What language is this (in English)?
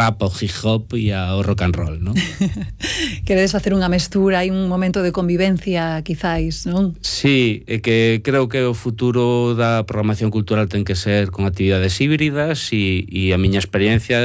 Galician